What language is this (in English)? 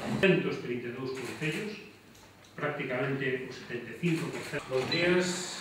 Galician